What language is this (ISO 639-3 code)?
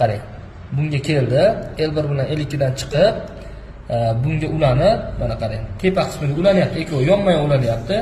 uzb